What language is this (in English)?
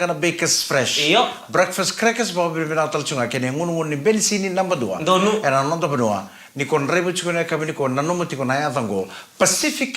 Fijian